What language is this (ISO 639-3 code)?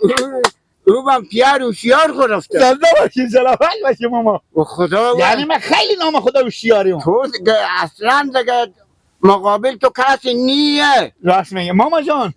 fas